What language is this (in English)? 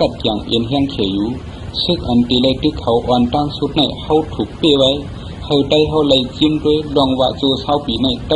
Shan